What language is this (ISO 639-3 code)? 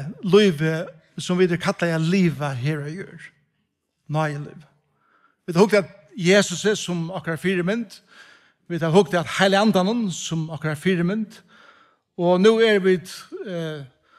fao